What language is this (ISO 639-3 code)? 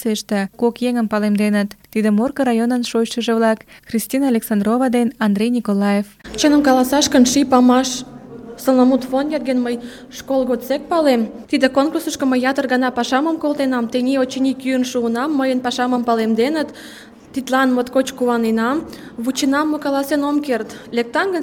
chm